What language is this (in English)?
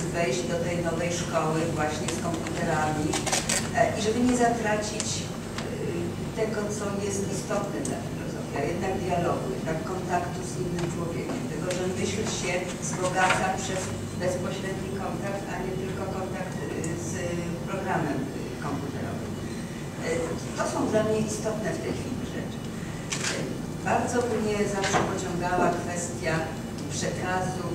Polish